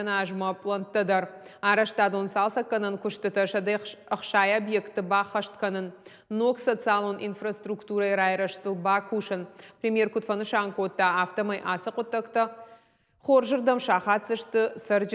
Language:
Ossetic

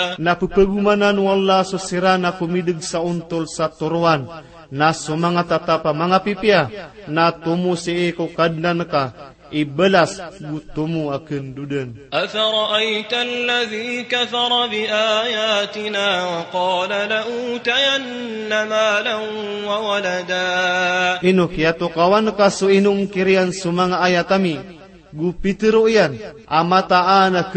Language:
Maranao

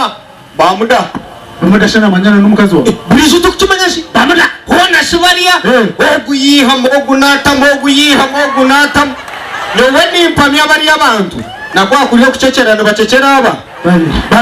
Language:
Nyankole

